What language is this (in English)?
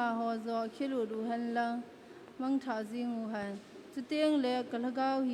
Thado Chin